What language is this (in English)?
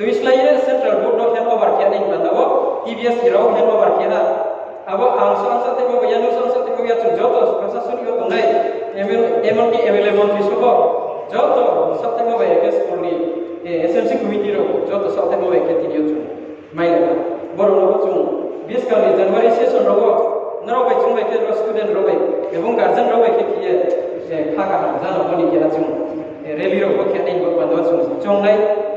Riang (India)